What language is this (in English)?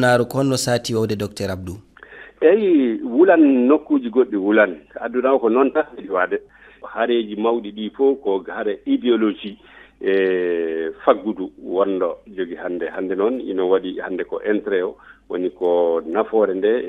Fula